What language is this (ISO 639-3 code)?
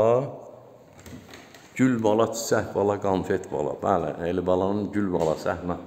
aze